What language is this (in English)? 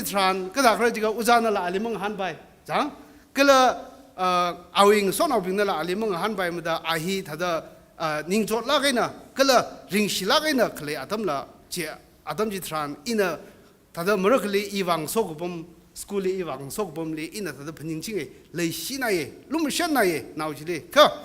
Tangkhul Naga (India)